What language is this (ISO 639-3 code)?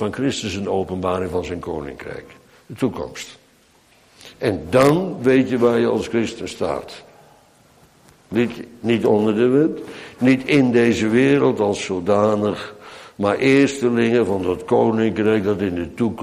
nld